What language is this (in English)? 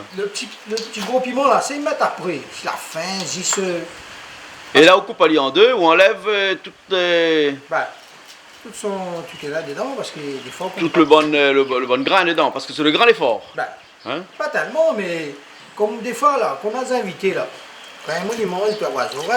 Réunion Creole French